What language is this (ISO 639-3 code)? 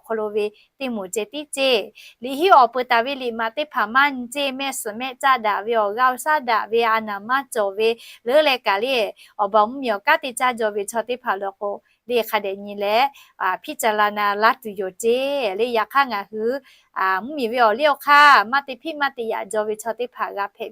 lhu